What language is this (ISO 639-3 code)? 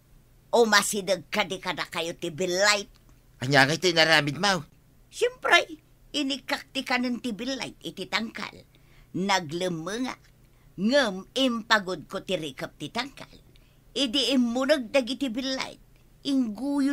ilo